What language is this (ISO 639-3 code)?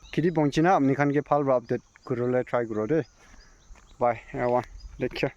nag